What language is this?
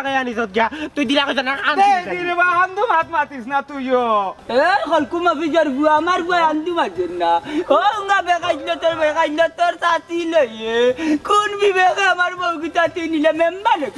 Sylheti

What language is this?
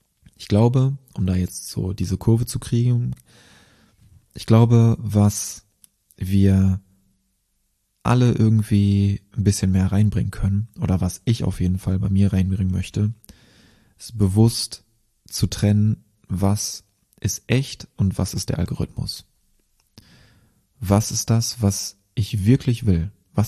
German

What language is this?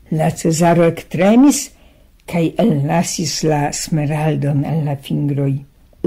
Esperanto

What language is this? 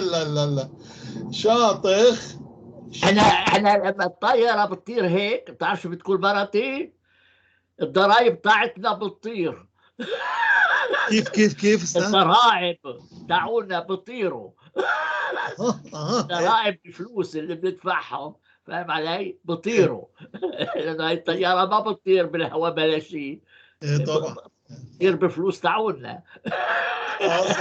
North Levantine Arabic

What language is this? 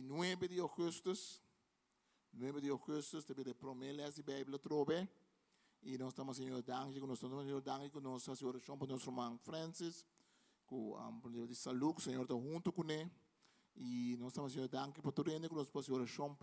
Papiamento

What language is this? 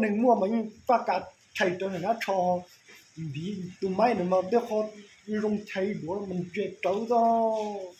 Hmong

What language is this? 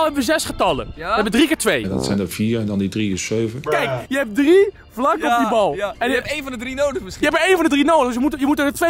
Dutch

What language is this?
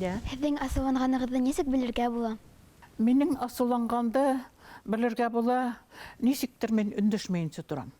Bashkir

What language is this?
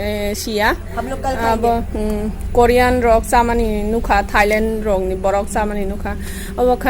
Kok Borok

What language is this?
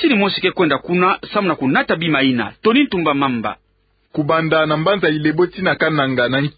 Kituba (Democratic Republic of Congo)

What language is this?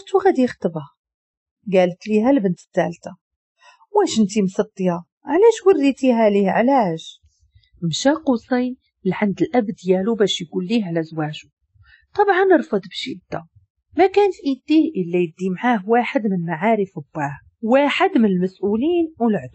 Moroccan Arabic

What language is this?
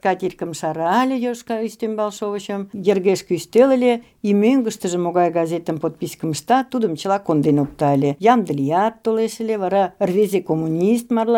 Mari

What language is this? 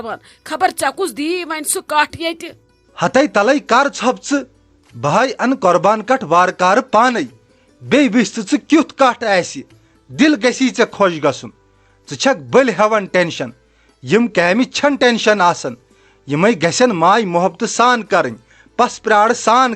Kashmiri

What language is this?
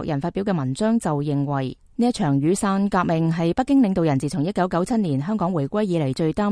Cantonese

